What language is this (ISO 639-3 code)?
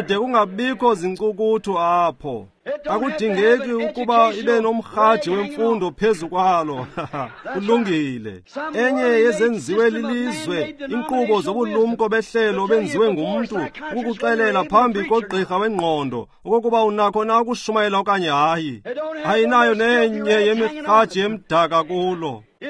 xho